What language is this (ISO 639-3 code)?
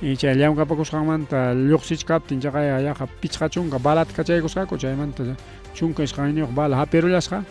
quy